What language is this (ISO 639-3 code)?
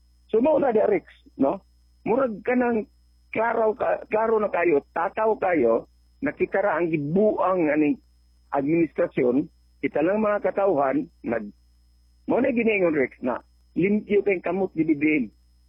ceb